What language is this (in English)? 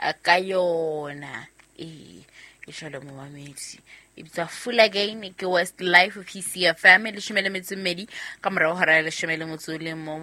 Southern Sotho